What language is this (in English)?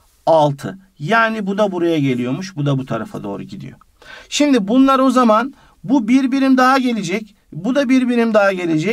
Turkish